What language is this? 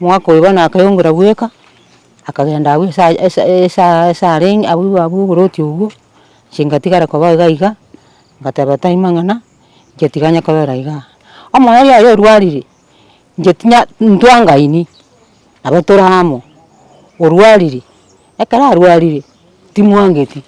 Gusii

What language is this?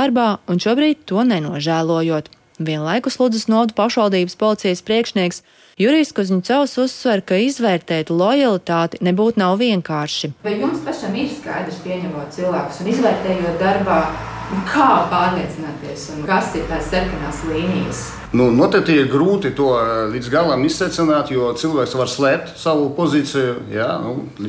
Latvian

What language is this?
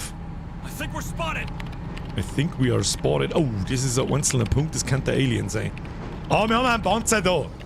Bavarian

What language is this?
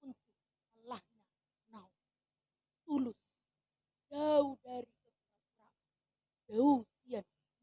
Batak Toba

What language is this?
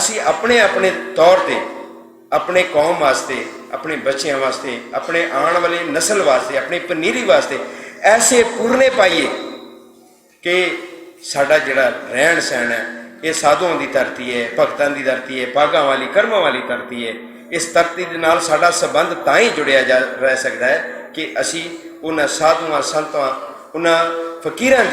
Western Panjabi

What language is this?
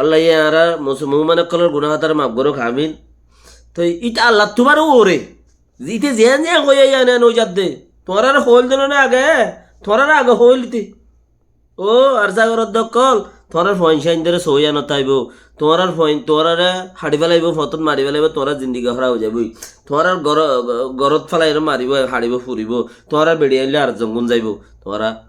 Rohingya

